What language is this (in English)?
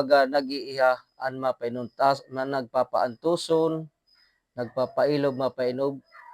Waray